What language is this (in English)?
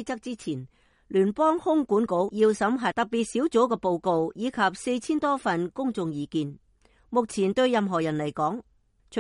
Cantonese